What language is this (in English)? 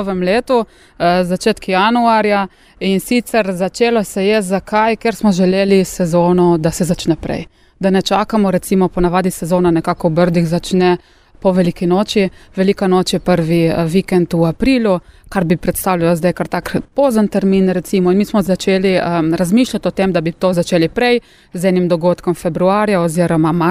Slovenian